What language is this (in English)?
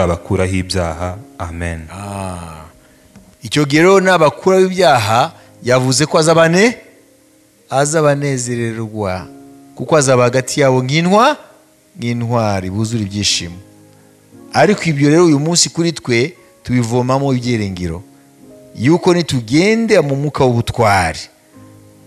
Kinyarwanda